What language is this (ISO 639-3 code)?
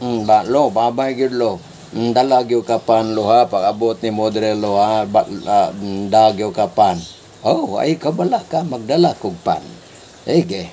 ceb